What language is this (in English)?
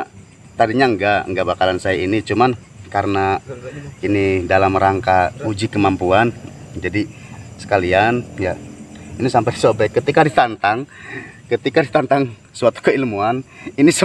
Indonesian